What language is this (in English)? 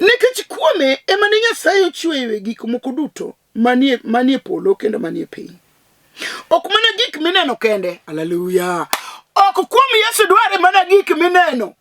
Luo (Kenya and Tanzania)